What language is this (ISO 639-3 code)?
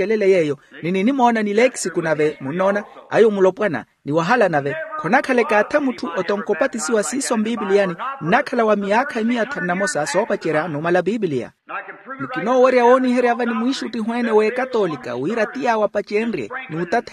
vmw